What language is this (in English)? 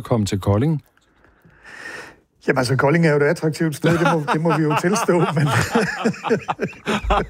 Danish